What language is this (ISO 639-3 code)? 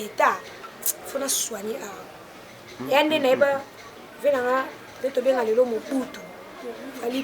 lin